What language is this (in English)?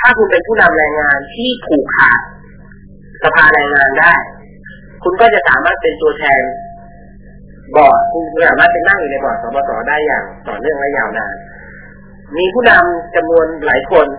Thai